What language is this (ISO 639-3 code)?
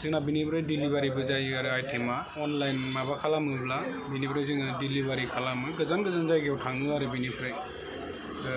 brx